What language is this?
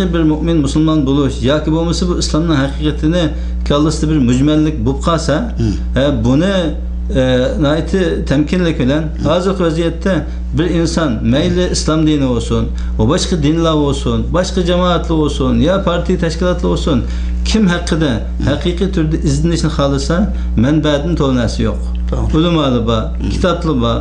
Uyghur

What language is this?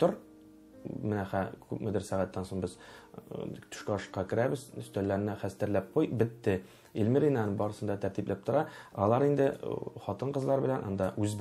Tatar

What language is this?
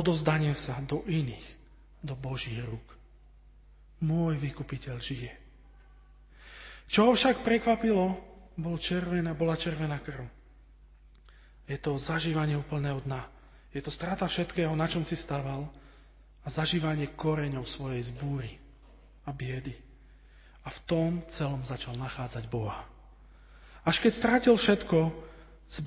Slovak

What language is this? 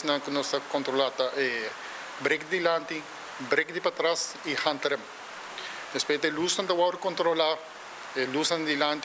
Papiamento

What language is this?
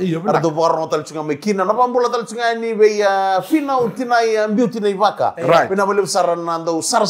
Fijian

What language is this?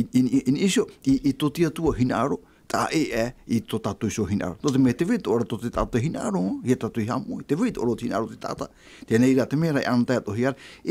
Tahitian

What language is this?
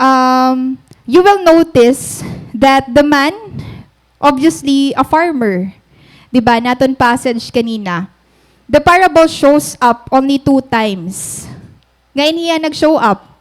Waray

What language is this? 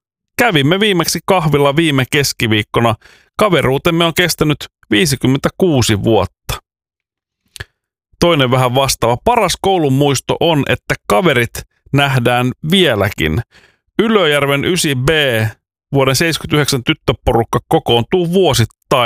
Finnish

